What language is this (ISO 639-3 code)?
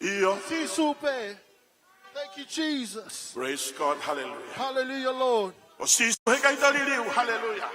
ton